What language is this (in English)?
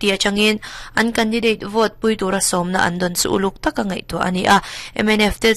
Mizo